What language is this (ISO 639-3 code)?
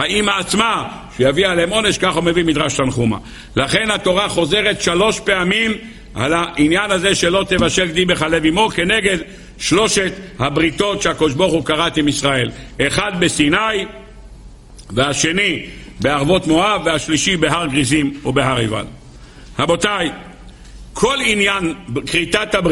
heb